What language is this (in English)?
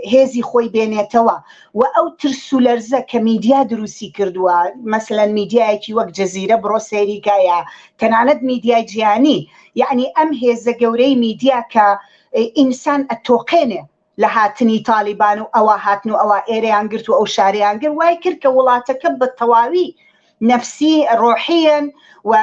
Central Kurdish